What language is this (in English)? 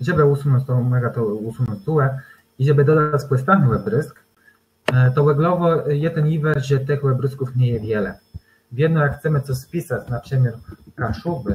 Kashubian